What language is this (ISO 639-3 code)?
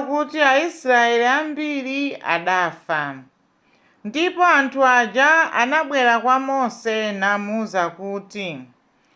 nya